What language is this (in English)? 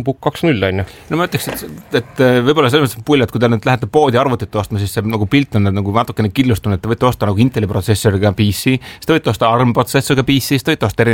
Estonian